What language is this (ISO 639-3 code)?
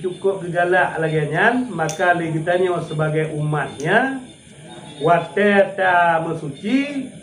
ace